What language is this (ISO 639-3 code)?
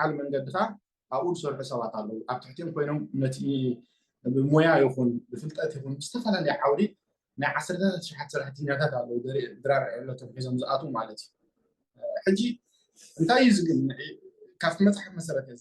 tir